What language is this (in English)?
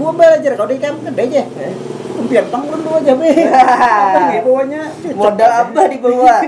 Banjar